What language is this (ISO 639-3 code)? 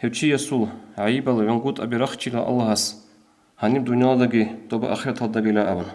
ava